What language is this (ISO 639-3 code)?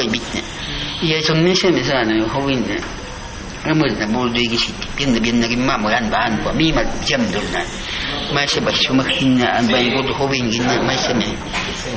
kwi